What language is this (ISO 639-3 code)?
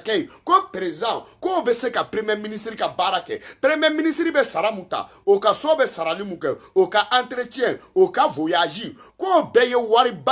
bam